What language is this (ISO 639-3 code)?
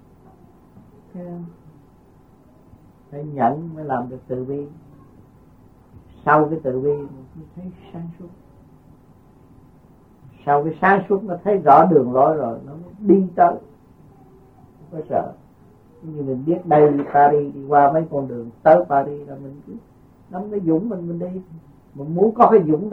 vie